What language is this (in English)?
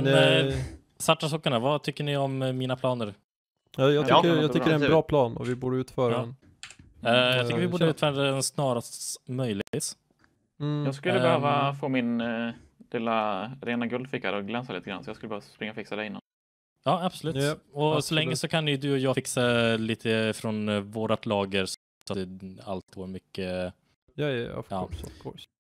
Swedish